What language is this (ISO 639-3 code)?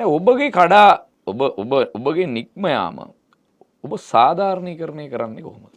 sin